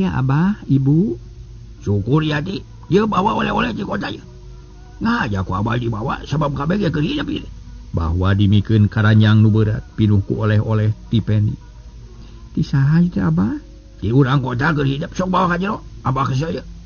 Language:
Sundanese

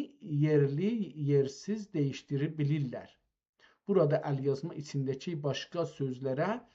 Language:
South Azerbaijani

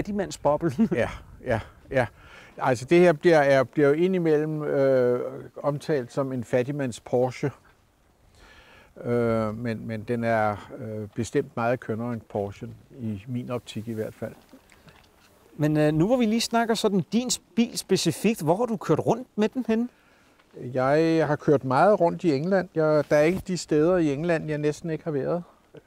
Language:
Danish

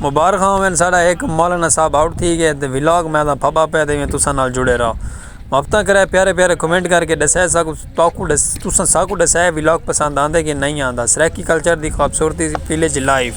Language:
Saraiki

